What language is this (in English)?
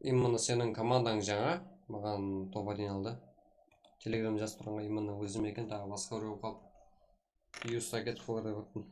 Kara-Kalpak